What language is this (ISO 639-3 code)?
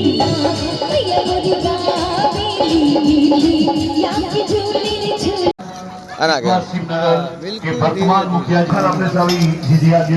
mai